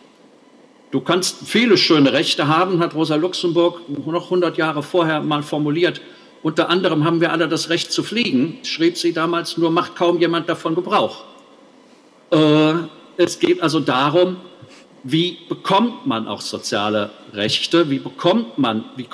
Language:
German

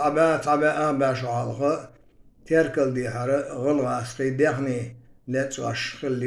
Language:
Chechen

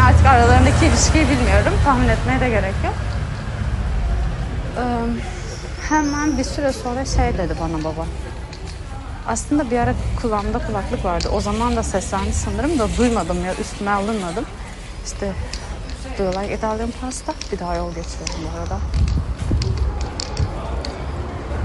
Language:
Turkish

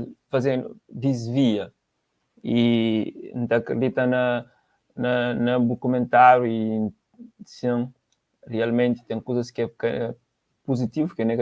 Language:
Kabuverdianu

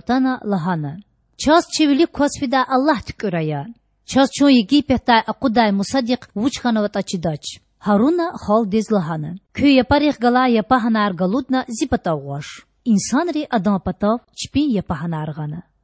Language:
Lezghian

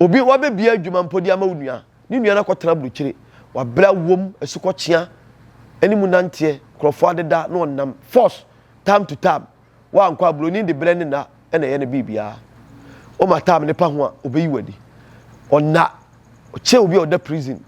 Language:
Akan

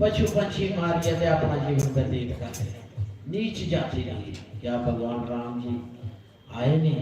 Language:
Dogri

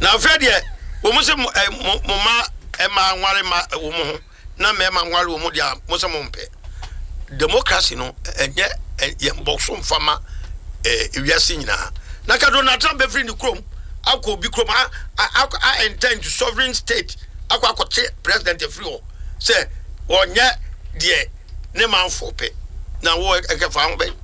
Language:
Akan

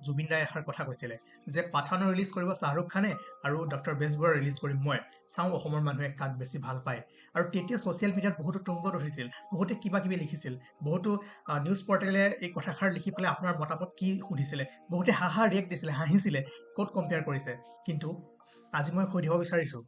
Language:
Assamese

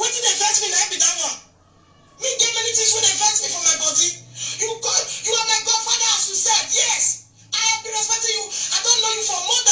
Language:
Nigerian Pidgin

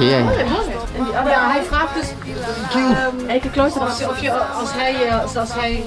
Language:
Ambonese Malay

